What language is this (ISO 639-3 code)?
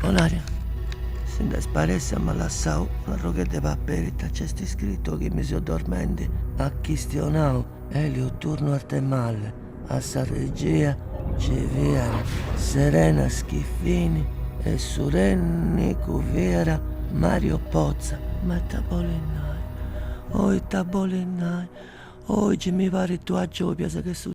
srd